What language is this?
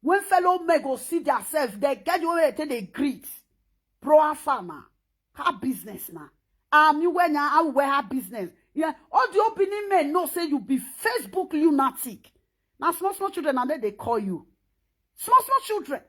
Nigerian Pidgin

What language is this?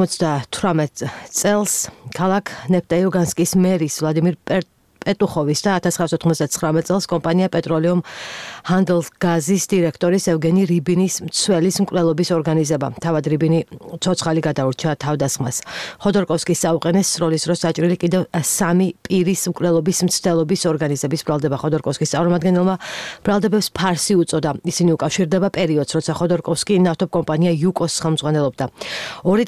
Georgian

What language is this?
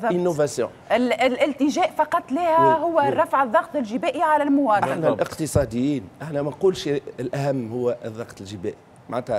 Tunisian Arabic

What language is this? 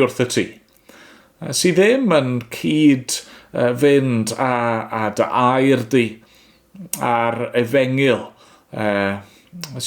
Welsh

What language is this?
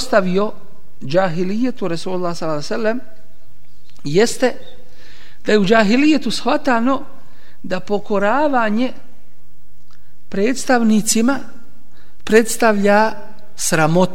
Bosnian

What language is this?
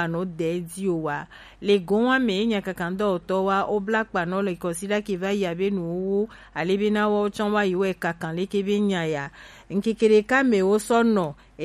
Gen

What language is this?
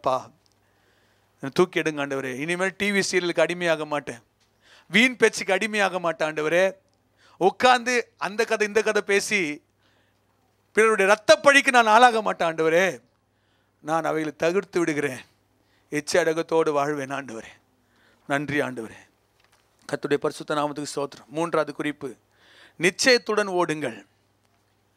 Tamil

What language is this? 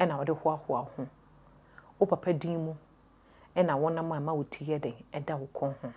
Akan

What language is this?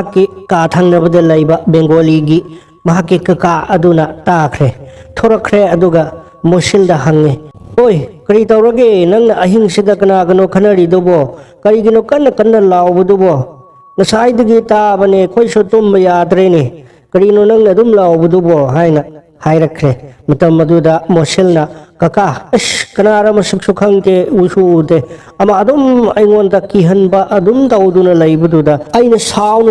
Manipuri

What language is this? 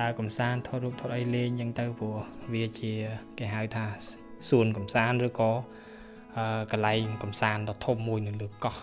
Khmer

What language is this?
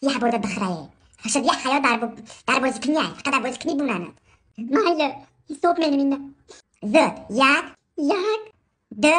Tajik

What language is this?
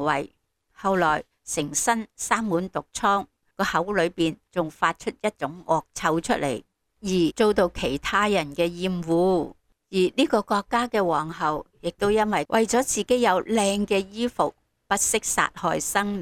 Cantonese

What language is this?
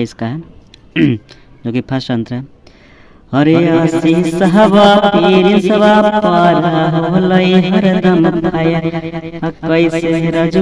Magahi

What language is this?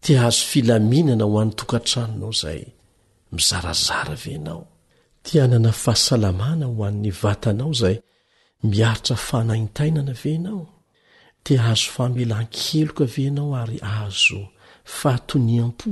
Malagasy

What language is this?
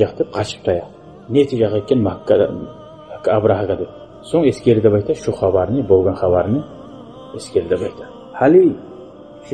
Kumyk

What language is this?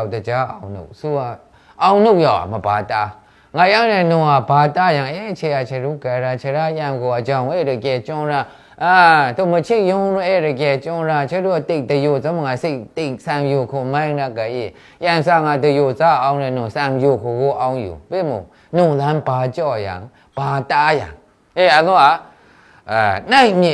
Maru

